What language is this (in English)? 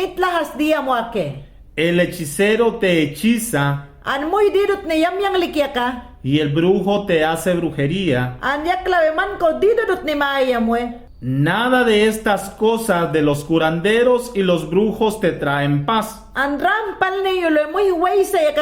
Mayangna